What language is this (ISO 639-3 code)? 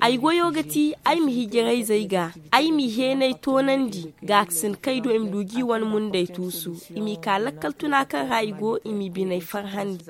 dje